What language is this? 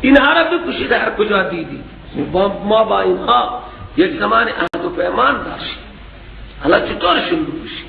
Persian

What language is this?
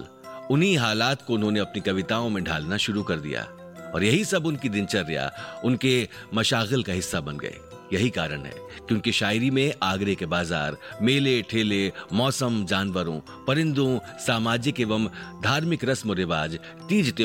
Hindi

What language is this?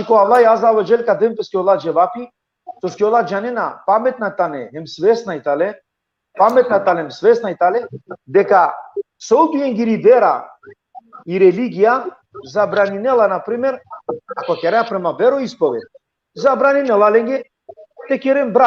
Balkan Romani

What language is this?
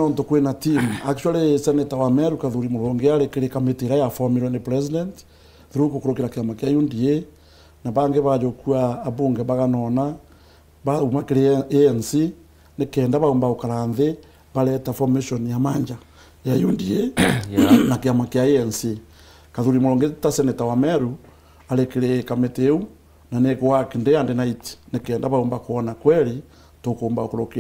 Meru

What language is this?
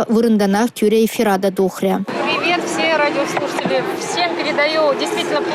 Chuvash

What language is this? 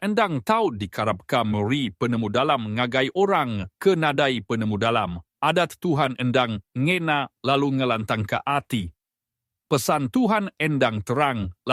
Iban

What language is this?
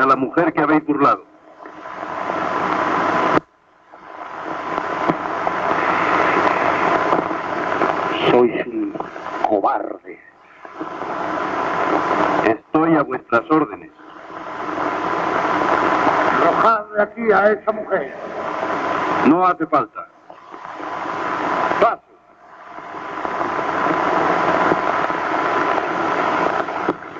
Spanish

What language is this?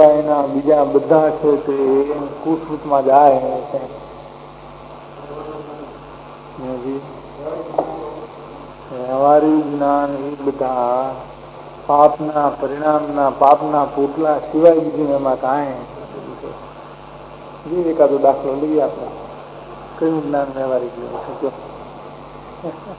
Gujarati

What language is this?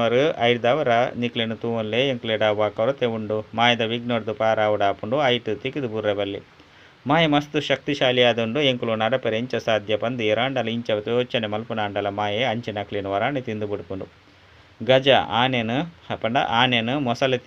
Tulu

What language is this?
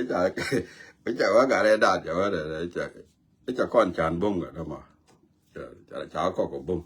Nuer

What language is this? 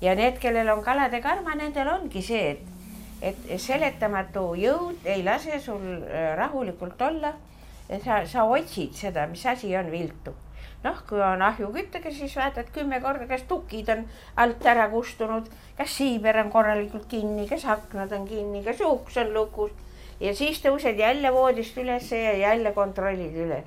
Estonian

